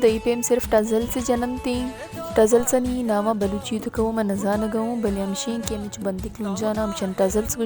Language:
Baluchi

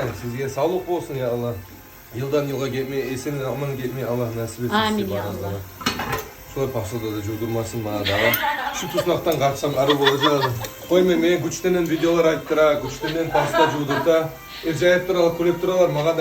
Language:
Kumyk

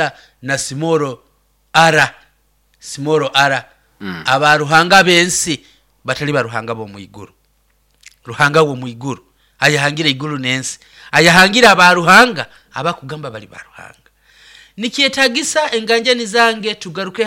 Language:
Nyoro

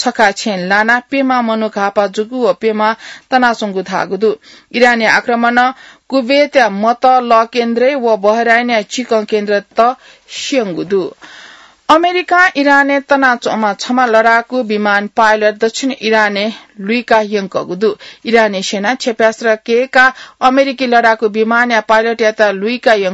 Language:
Newari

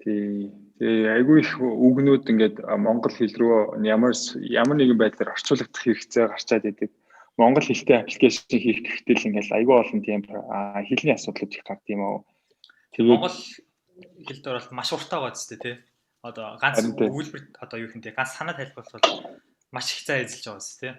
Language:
Mongolian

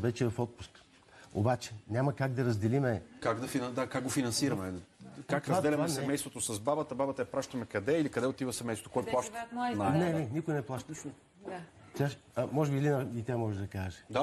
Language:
Bulgarian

